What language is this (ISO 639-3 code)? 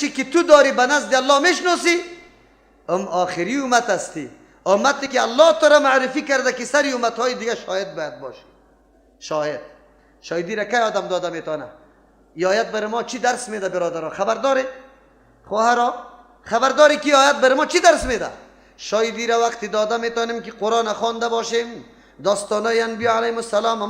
fas